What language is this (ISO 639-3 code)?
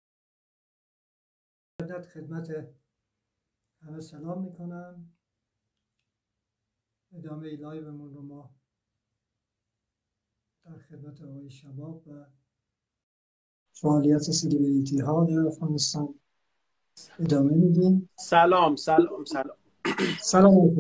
fas